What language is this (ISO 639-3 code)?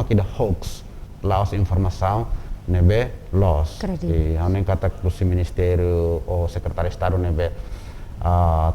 tet